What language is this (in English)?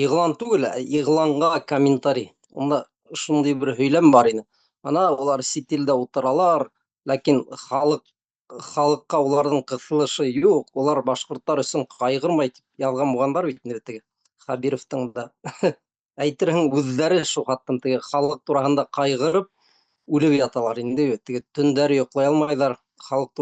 Bashkir